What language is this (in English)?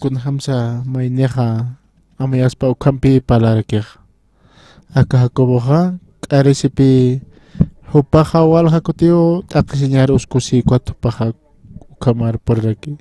Aymara